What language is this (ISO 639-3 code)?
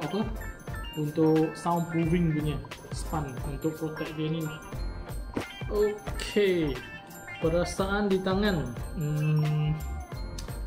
msa